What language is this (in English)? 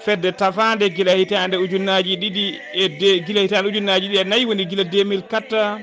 Fula